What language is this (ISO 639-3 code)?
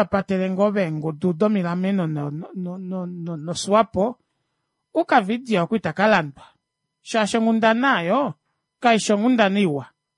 kua